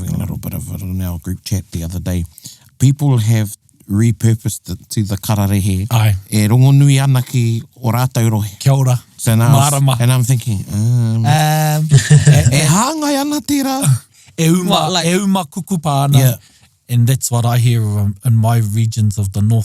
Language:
Māori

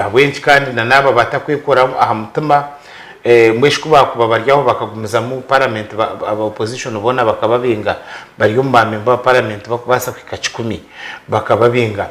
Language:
Nyankole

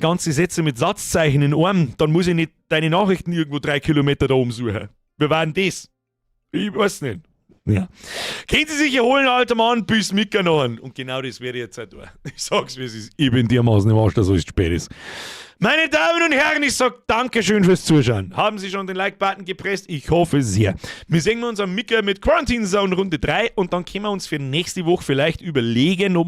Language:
Bavarian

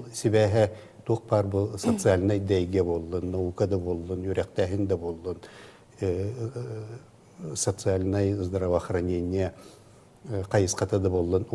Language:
Yakut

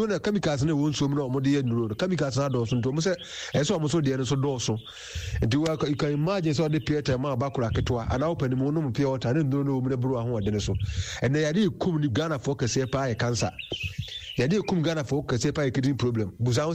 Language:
Akan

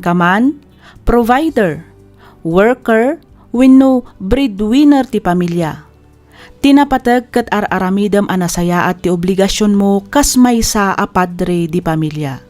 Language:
Iloko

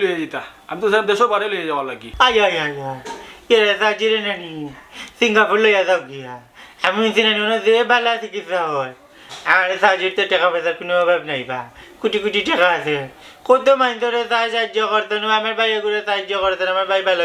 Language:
Sylheti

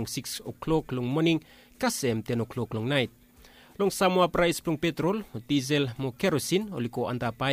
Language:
Bislama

